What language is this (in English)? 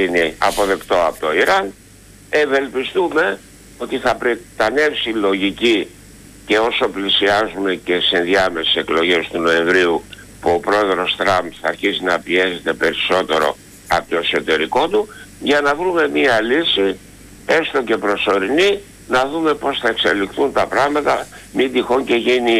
Greek